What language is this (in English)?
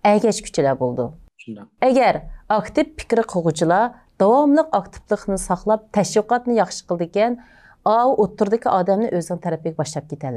Uyghur